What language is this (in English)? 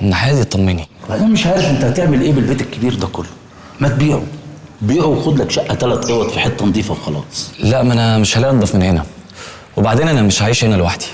Egyptian Arabic